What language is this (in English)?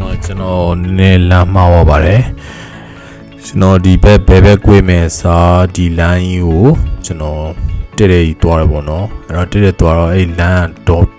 Burmese